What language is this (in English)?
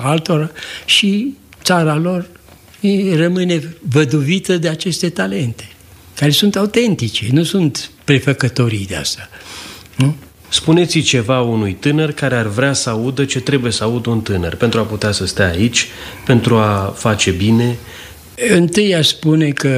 Romanian